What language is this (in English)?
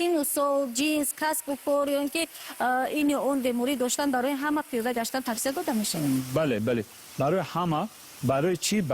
Tajik